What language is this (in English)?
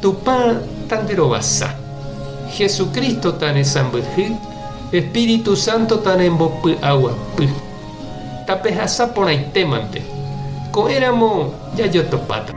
Guarani